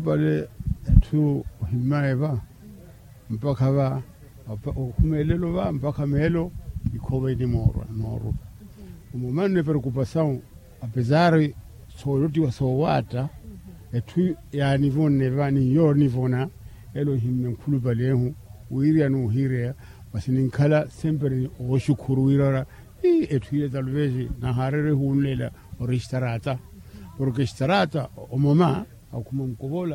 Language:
Makhuwa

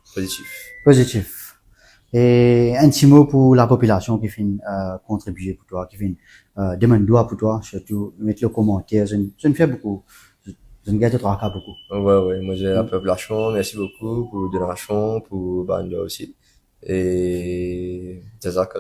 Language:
Morisyen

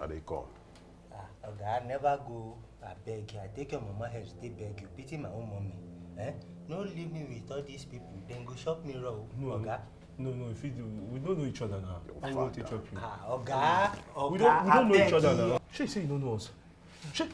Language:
Nigerian Pidgin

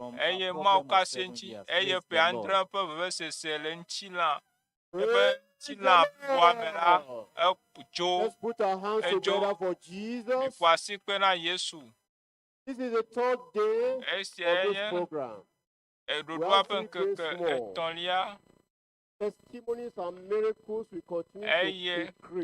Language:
Ewe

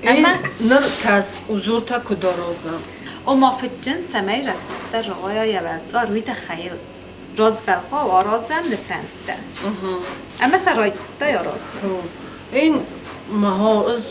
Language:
Ossetic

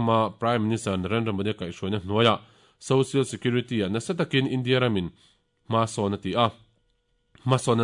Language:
Mizo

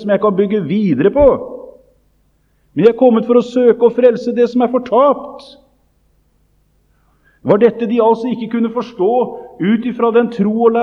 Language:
Norwegian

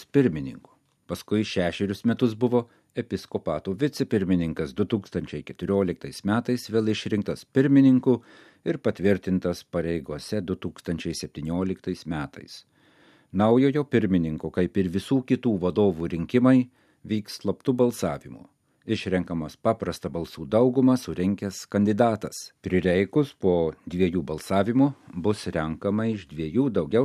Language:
Lithuanian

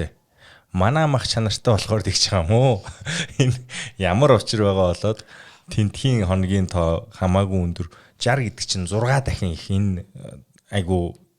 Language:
Mongolian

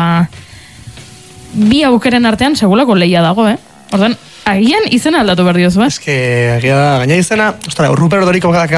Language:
Basque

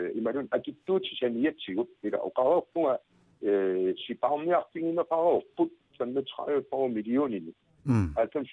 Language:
Kalaallisut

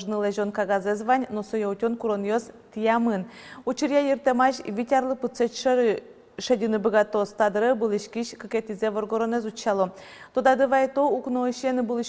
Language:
Udmurt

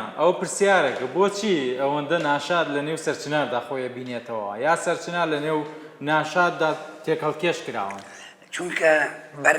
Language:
Central Kurdish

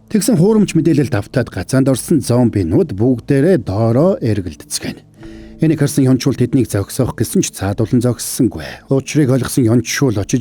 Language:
Mongolian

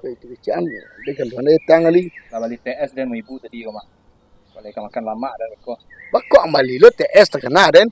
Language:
Minangkabau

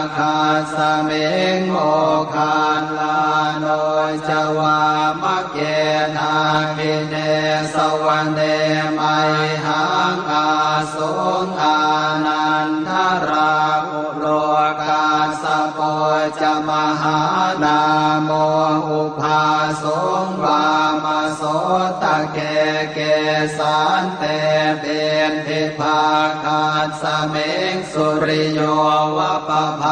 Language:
Pali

